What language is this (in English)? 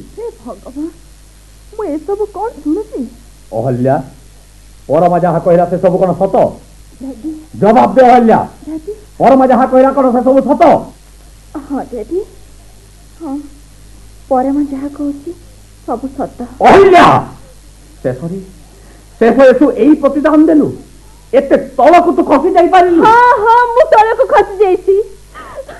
Odia